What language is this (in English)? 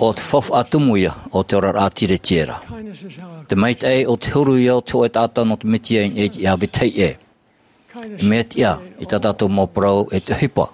Tahitian